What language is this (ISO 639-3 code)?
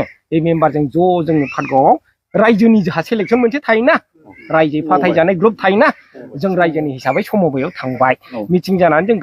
brx